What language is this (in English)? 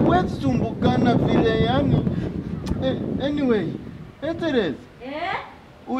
Swahili